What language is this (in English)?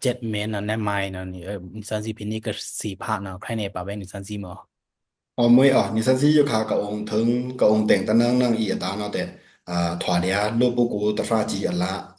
Pa'o Karen